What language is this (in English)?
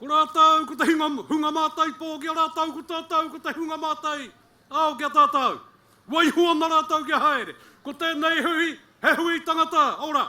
Māori